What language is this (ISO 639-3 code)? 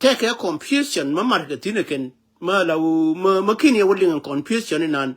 nus